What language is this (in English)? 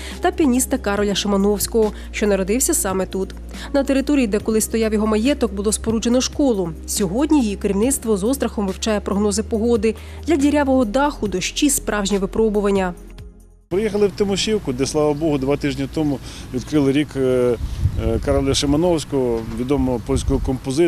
Ukrainian